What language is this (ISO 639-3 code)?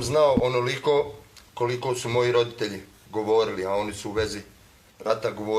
bos